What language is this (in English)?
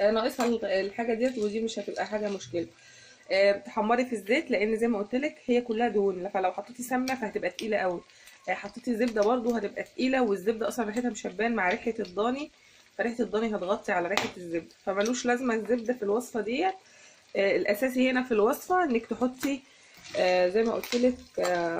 Egyptian Arabic